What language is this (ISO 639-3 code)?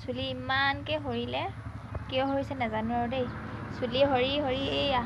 asm